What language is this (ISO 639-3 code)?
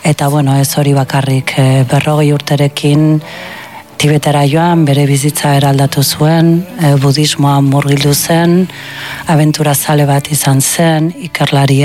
eus